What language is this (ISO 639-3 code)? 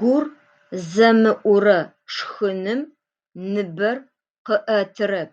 ady